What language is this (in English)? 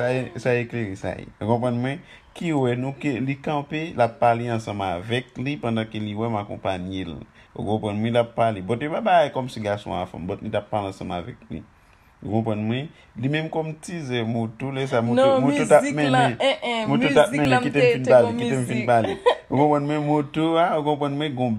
Haitian Creole